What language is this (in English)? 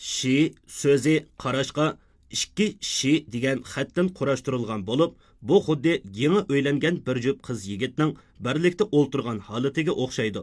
Uyghur